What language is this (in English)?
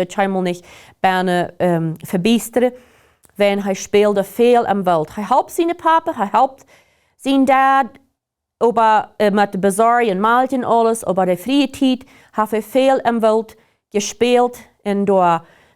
Plautdietsch